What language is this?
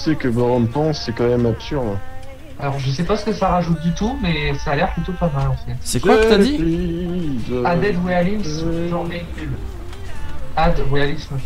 French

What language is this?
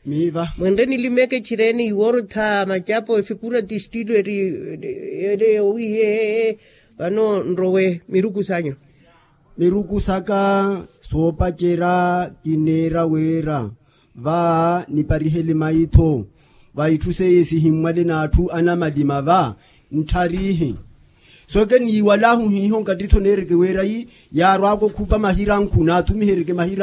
Makhuwa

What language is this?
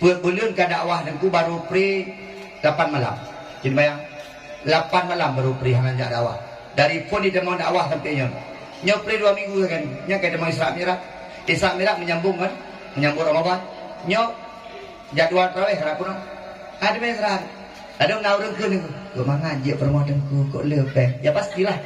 Achinese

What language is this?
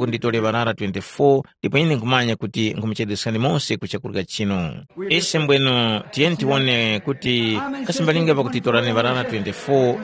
Tumbuka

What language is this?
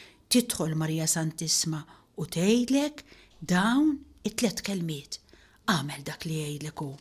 Maltese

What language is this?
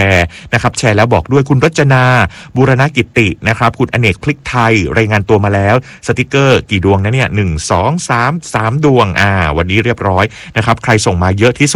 Thai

